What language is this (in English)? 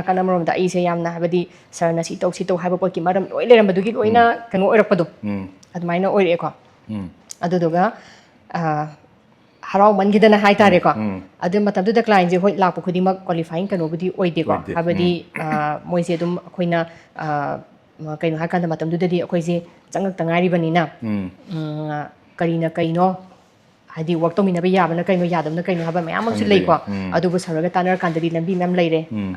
Manipuri